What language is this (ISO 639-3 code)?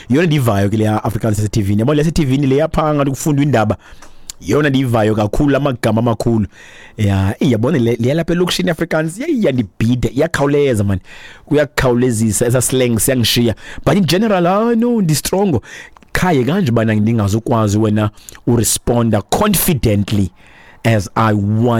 xho